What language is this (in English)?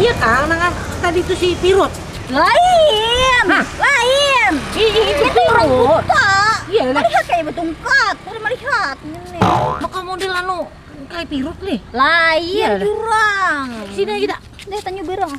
Banjar